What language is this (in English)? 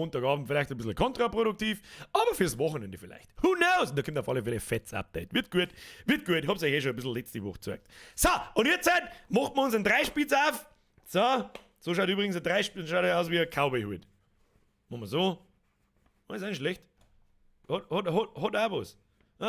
Bavarian